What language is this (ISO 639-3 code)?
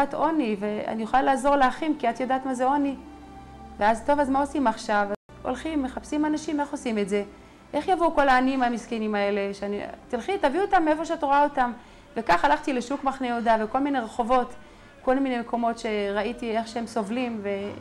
heb